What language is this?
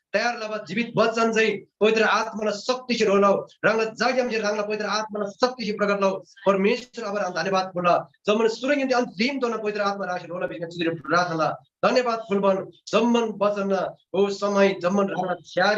Eastern Tamang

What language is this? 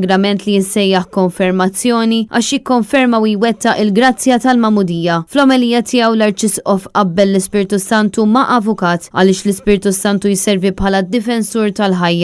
Maltese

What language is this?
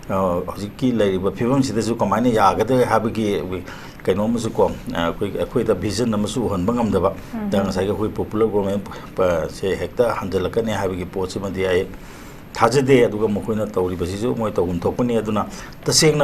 Manipuri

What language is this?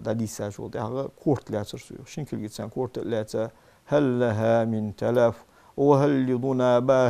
Ingush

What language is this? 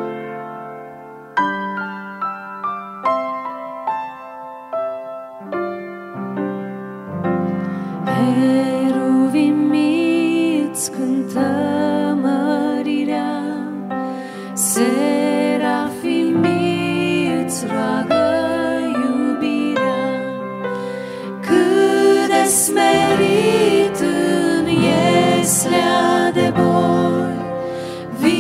Romanian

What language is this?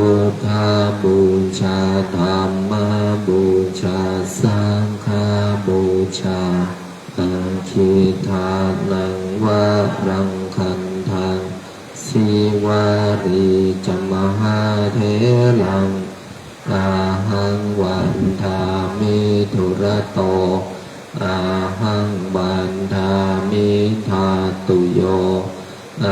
Pali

